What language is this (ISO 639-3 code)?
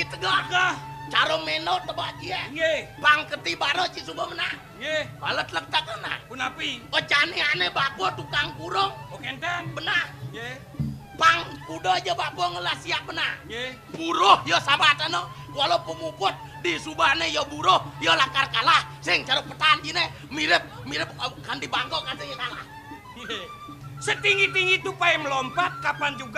ban